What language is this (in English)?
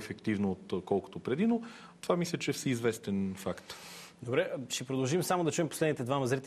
Bulgarian